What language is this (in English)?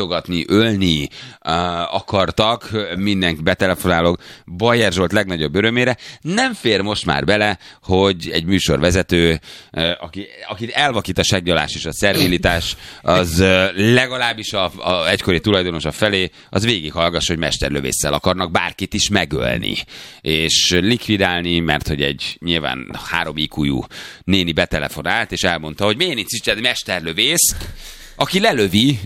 Hungarian